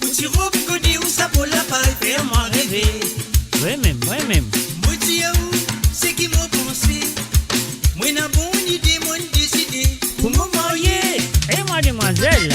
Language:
Morisyen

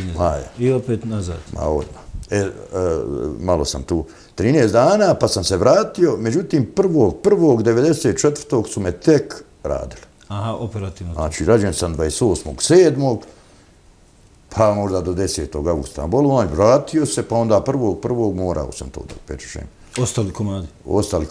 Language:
Bosnian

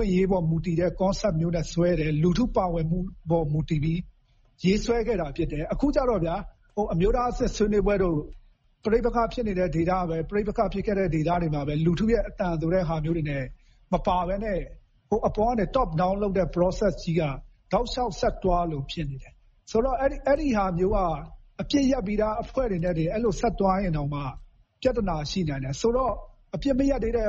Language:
Burmese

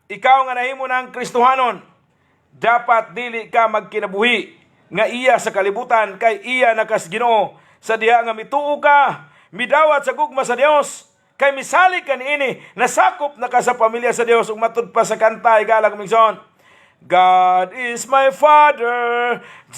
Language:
Cebuano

